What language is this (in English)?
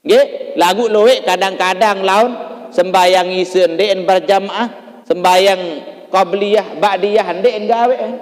Sasak